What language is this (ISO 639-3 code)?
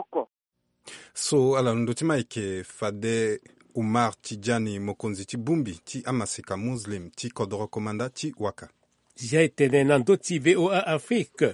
sag